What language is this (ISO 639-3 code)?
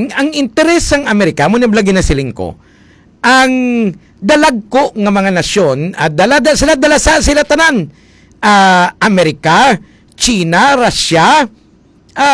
hil